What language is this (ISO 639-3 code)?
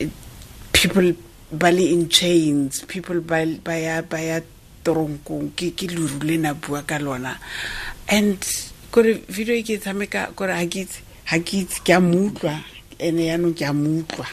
tsn